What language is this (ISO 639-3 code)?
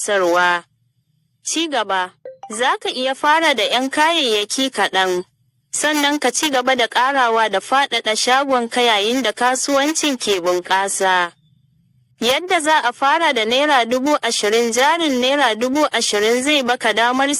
hau